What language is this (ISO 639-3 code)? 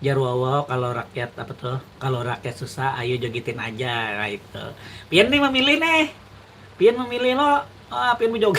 bjn